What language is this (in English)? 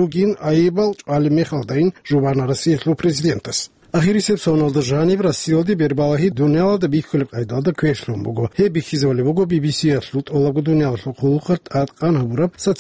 Avaric